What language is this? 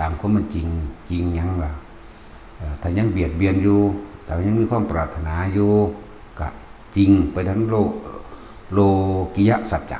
Northeastern Thai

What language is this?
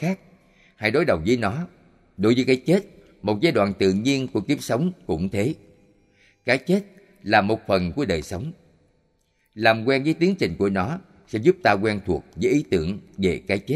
Vietnamese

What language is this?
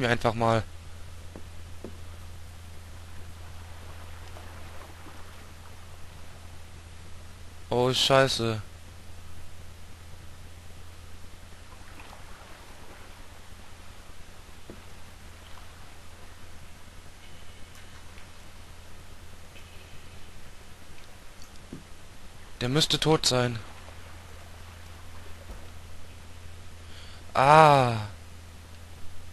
German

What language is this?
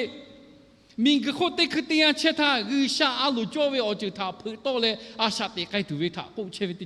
Lahu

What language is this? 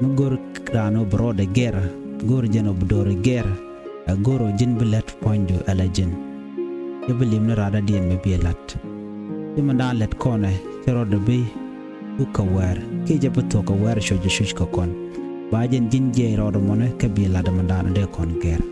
Nuer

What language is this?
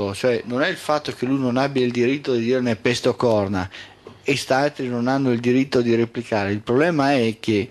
Italian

